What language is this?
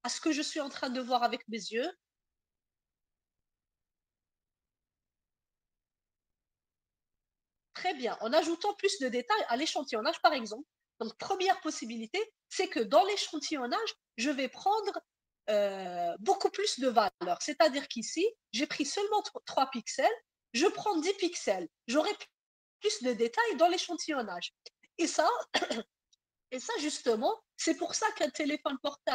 French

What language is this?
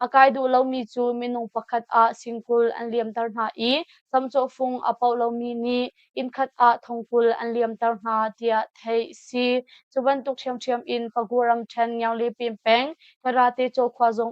Hakha Chin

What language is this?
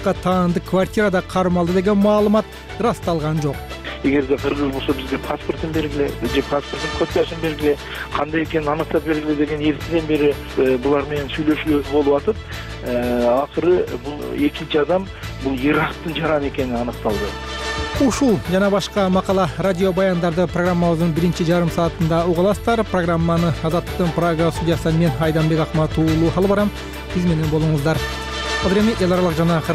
Kyrgyz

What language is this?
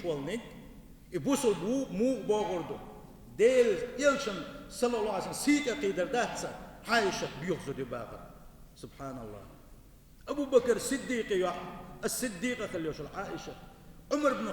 Chechen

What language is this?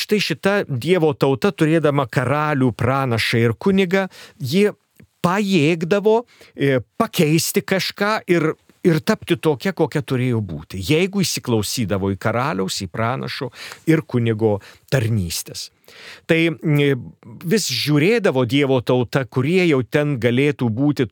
Lithuanian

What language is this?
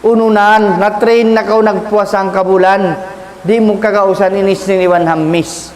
Tausug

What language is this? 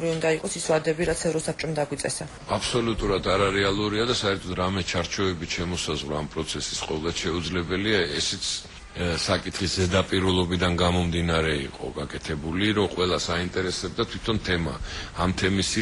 Georgian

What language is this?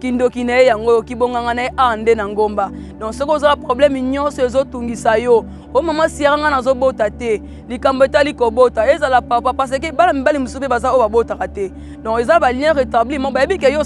Lingala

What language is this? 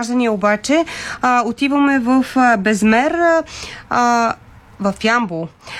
Bulgarian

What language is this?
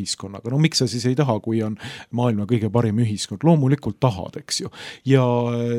Estonian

